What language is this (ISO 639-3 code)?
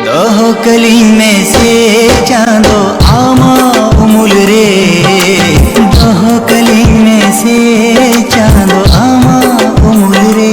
sat